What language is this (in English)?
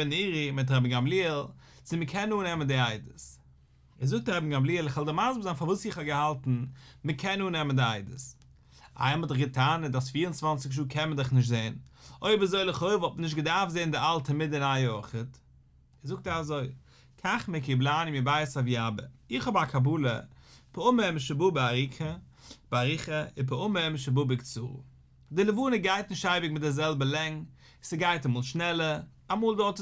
Yiddish